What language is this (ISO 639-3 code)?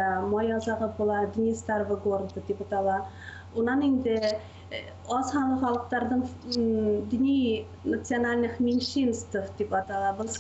bak